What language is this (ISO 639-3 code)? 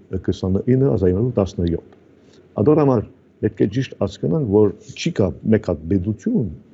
hye